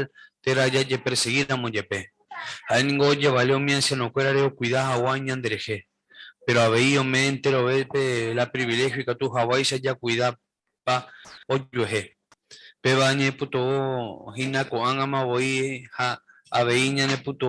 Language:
Guarani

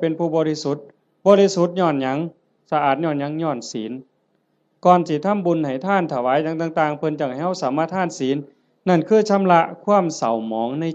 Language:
Northeastern Thai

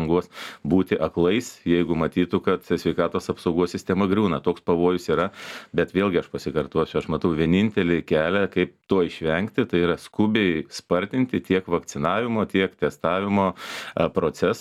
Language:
Lithuanian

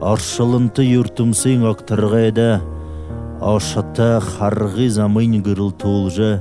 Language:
Buriat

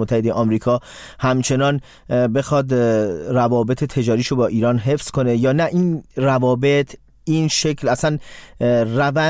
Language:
Persian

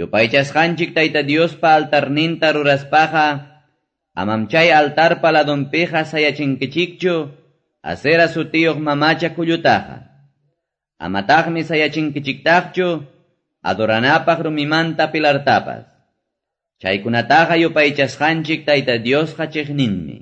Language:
Quechua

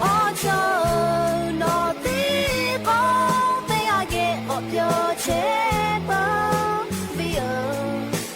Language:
Lahu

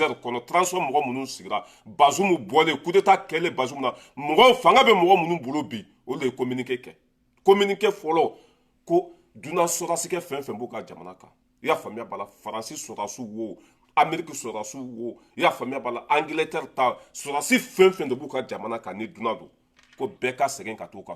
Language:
Bambara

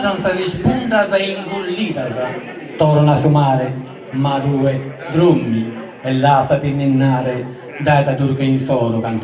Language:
Sardinian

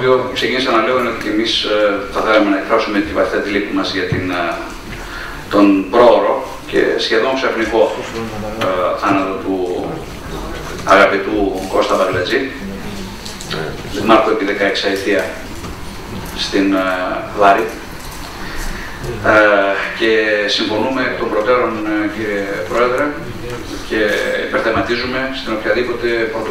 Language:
Greek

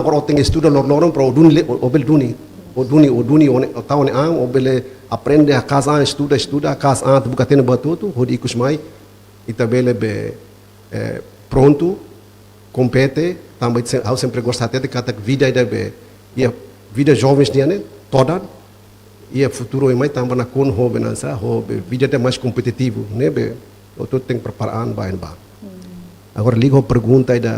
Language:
Tetum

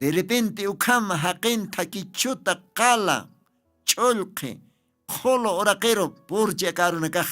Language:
Aymara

